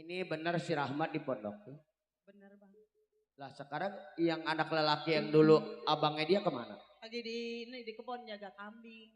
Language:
Betawi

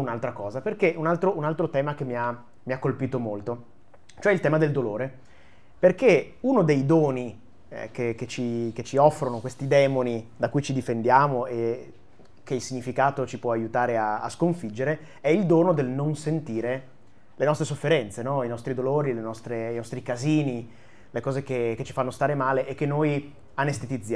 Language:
Italian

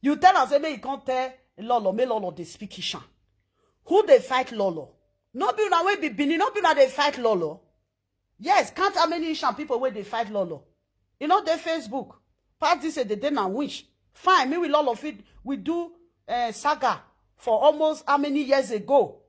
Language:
Nigerian Pidgin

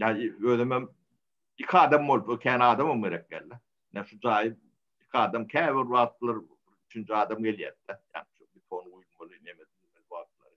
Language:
Turkmen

